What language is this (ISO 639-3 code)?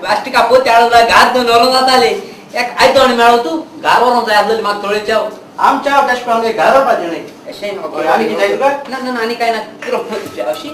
kok